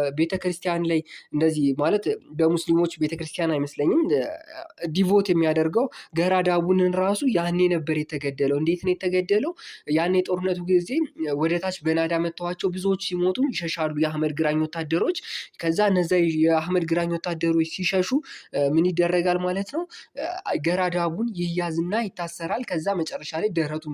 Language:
Amharic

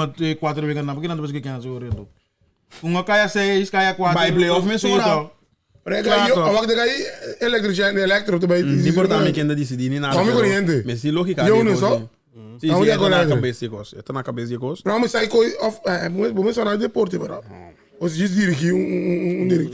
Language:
Papiamento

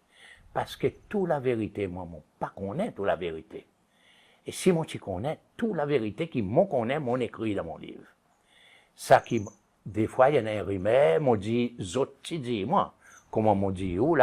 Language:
Seselwa Creole French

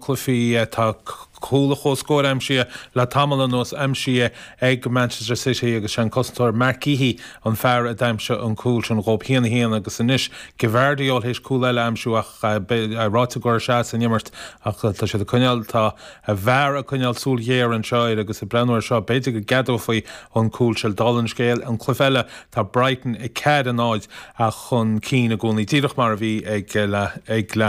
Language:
Irish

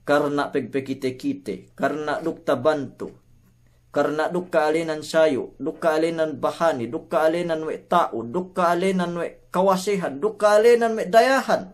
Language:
Yakan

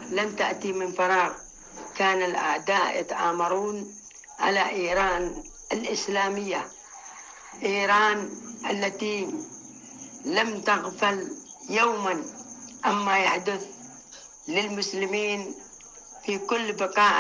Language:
Arabic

